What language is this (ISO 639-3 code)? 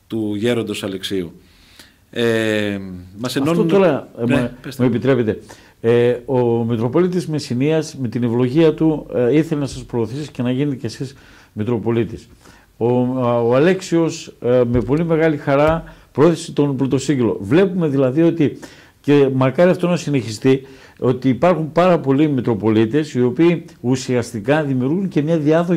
ell